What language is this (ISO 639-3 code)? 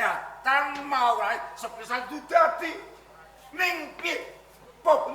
jav